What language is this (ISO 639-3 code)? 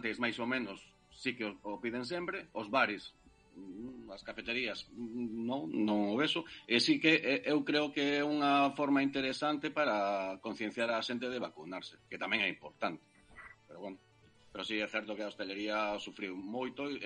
glg